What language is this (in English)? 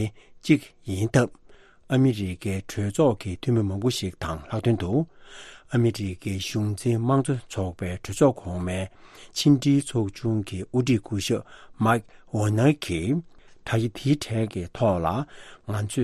Tibetan